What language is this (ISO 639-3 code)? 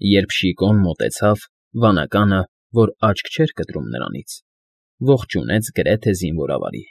hye